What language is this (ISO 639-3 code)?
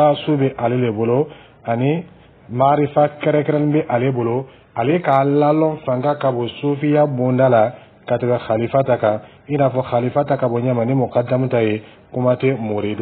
dyu